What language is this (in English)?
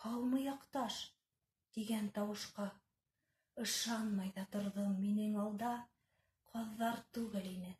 Bashkir